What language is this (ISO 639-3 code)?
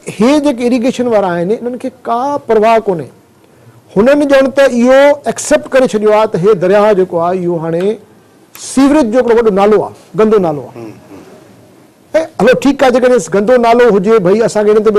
snd